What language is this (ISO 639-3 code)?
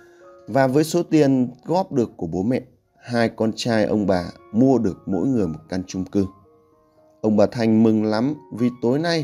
vie